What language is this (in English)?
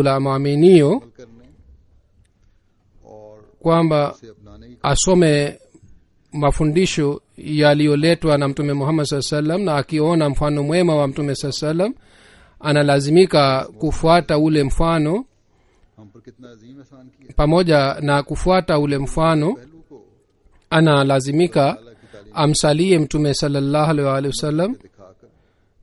Swahili